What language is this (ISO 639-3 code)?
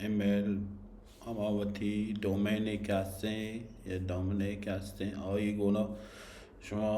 bal